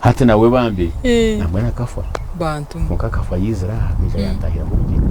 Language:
Nyankole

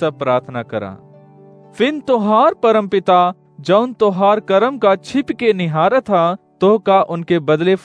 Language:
Awadhi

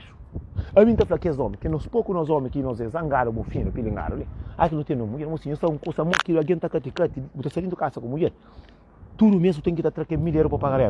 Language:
Kabuverdianu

